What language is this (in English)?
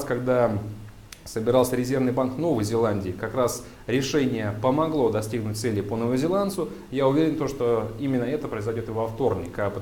Russian